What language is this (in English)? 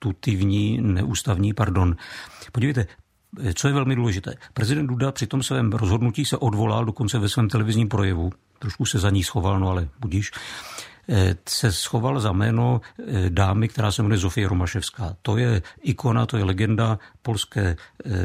Czech